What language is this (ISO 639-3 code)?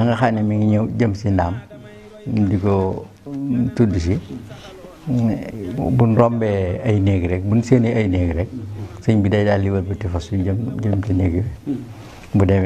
wol